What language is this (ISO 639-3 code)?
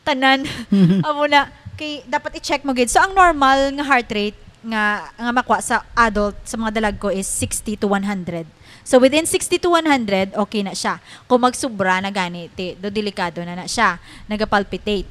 hil